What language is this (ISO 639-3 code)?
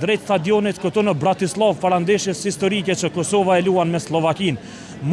sqi